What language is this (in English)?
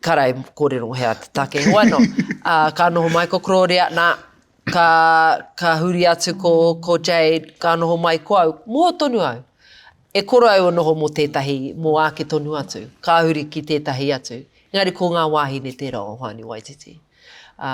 Māori